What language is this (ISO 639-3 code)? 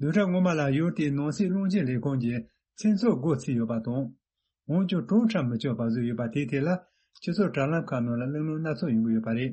bod